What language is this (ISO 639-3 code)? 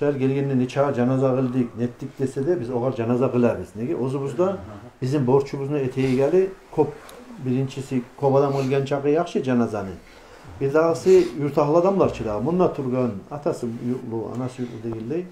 kum